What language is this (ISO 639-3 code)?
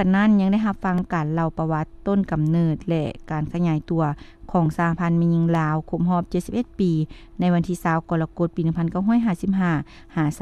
lao